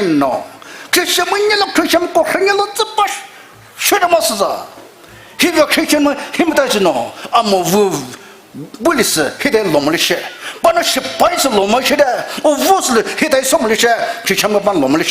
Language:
Poumei Naga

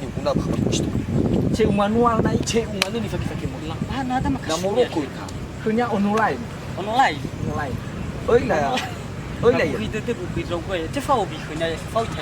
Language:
Nias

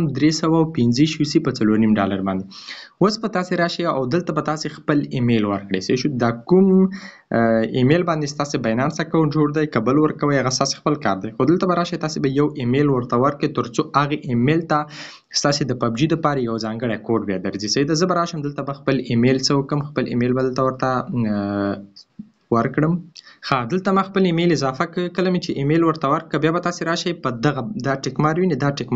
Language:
Pashto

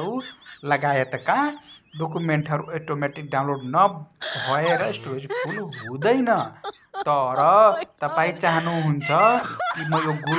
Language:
Nepali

